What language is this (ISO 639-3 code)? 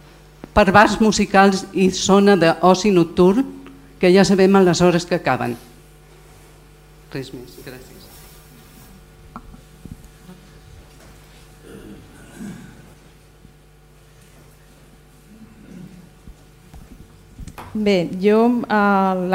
cat